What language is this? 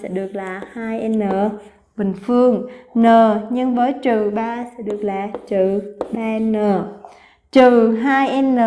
Vietnamese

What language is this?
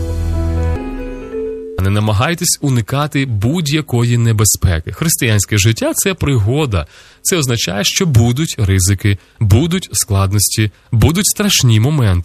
Ukrainian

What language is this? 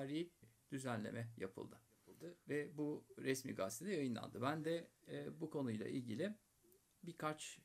Turkish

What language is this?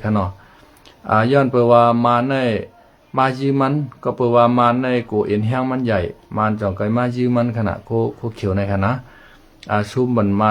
Shan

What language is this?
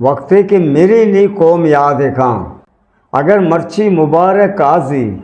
Eastern Balochi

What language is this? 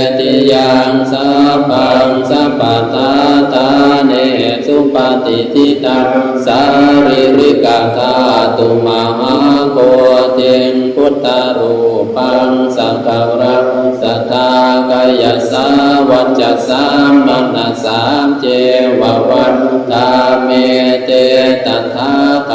Pali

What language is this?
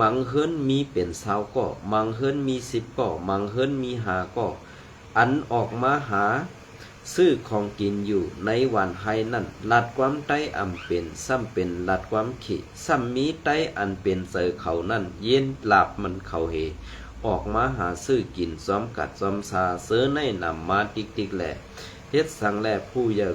Shan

